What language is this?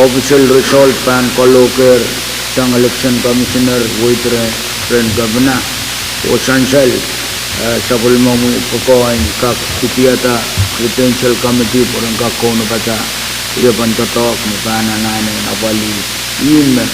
Pohnpeian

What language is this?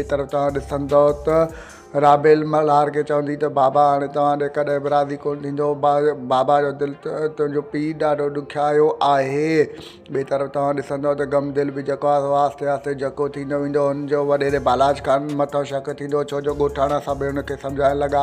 Sindhi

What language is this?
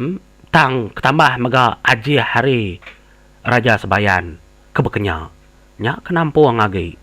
Iban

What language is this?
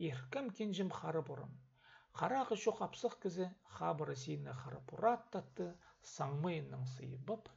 Khakas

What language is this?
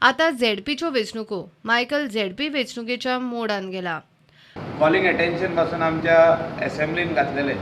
Konkani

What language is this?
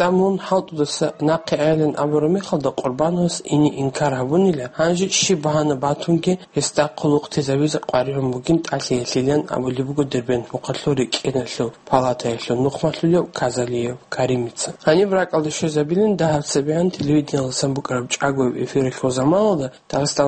Avaric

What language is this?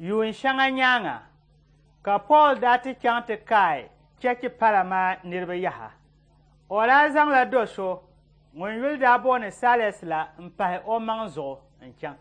Dagbani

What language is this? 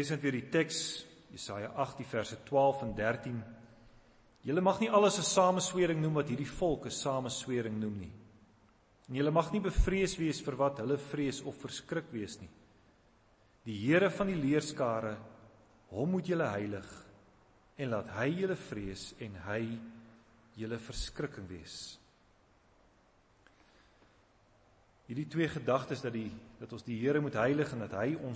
Afrikaans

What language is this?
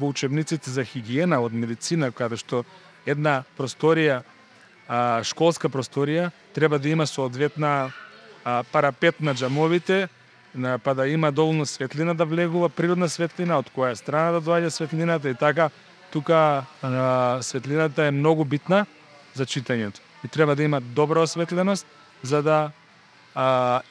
Macedonian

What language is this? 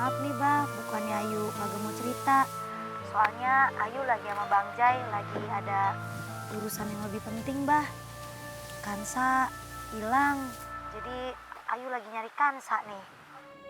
Betawi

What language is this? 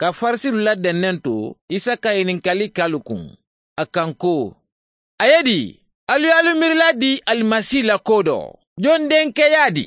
Mandingo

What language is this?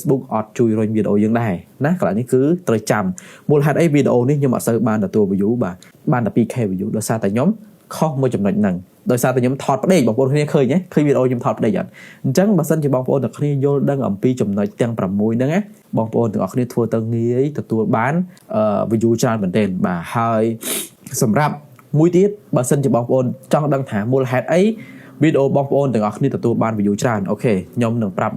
Khmer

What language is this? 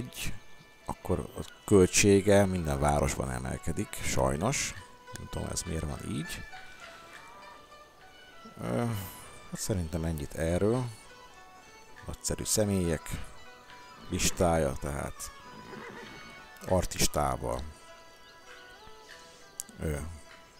Hungarian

